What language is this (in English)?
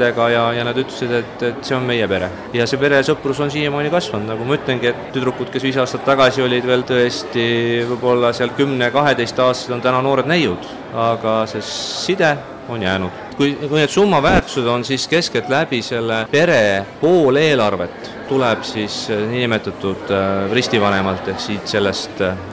Estonian